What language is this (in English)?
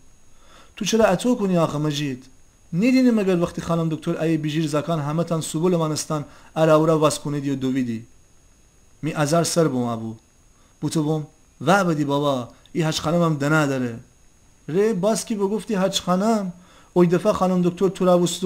Gilaki